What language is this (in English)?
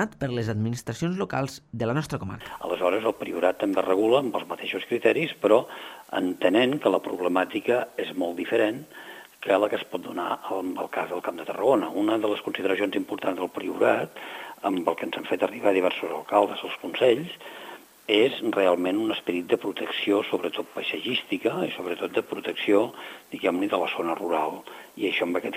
Catalan